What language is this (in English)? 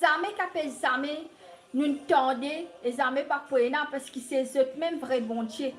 Morisyen